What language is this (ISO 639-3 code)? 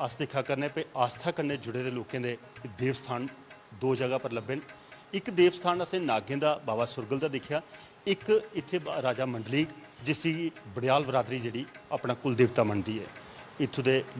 doi